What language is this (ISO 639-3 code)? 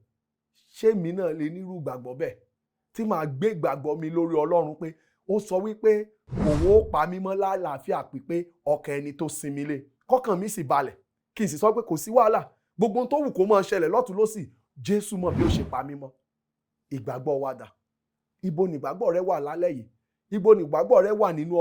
yor